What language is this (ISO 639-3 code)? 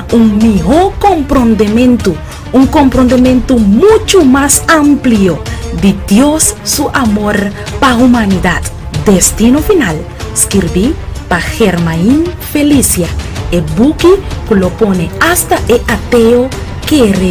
pap